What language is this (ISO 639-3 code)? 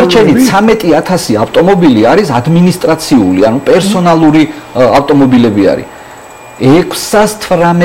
kat